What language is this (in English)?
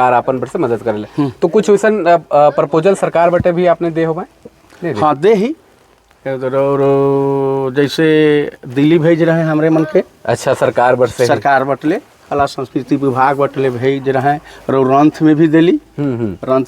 Sadri